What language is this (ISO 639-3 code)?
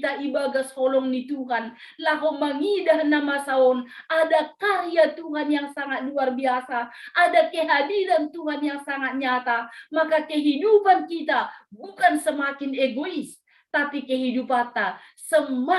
bts